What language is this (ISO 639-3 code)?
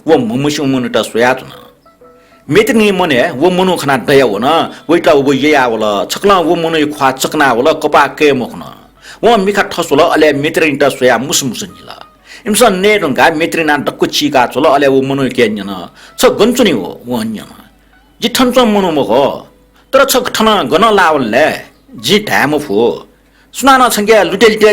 new